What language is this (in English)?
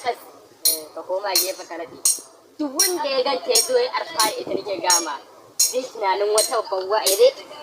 Hausa